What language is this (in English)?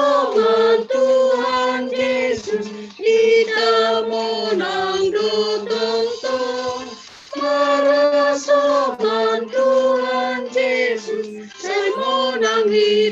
Batak Simalungun